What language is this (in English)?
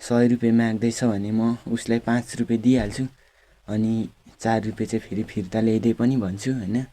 Nepali